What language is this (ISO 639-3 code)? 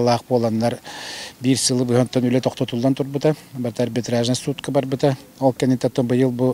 sah